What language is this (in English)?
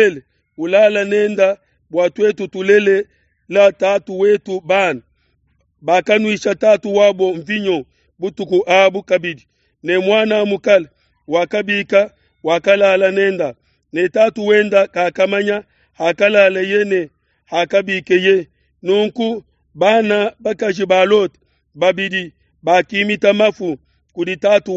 Luba-Lulua